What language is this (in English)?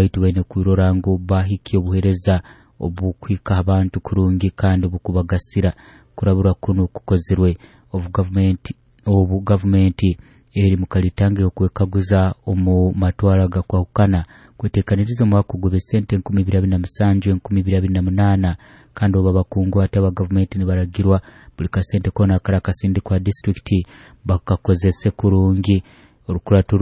Nyoro